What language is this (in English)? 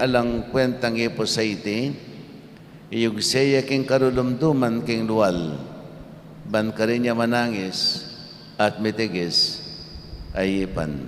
Pampanga